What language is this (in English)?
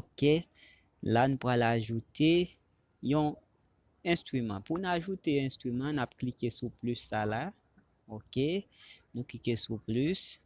Haitian Creole